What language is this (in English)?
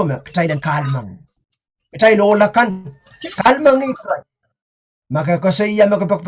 Pohnpeian